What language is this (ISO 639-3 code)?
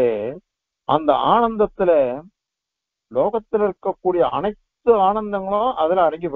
tam